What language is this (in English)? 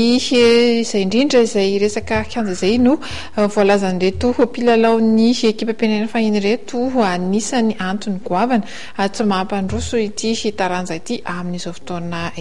Malagasy